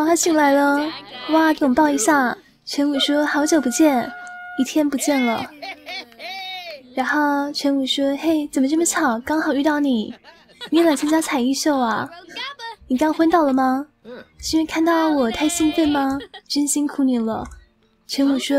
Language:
Chinese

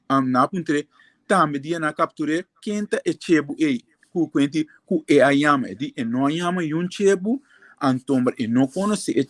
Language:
Papiamento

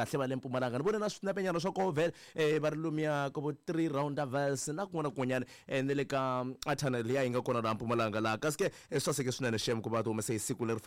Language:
Tsonga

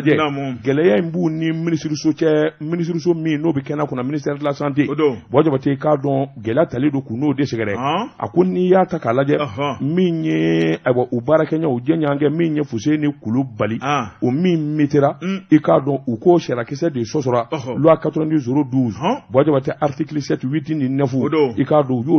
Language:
Bambara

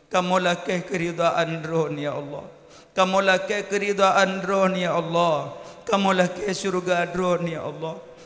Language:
Achinese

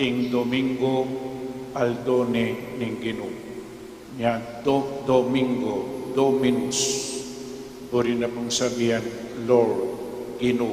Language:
Pampanga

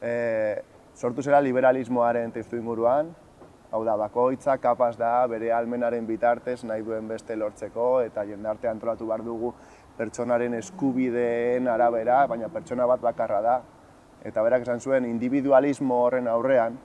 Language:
Basque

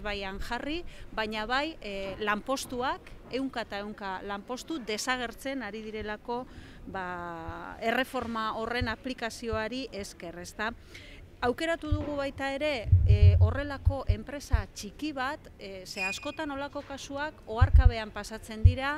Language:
Basque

